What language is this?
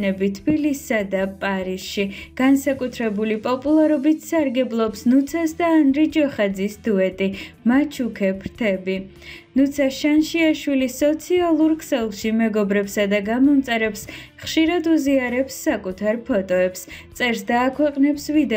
Georgian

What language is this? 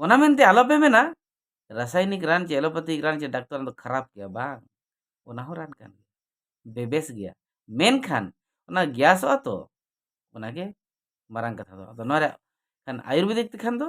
Santali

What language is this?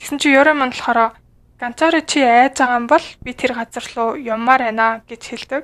Mongolian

